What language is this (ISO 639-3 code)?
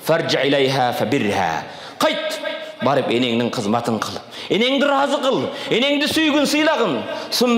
kir